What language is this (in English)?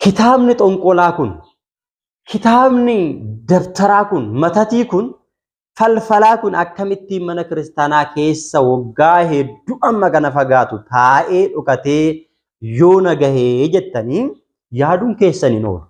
Oromo